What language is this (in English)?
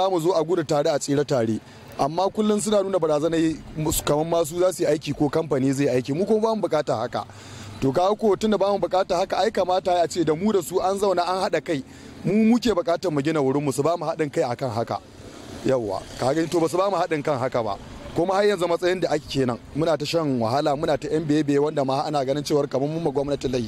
Hausa